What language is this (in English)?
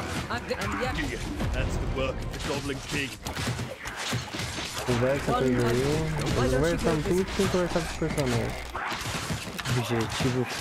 Portuguese